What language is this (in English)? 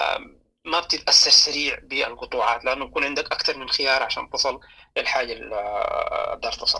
Sudanese Arabic